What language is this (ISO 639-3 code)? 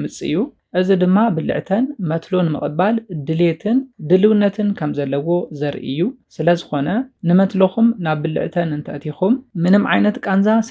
tir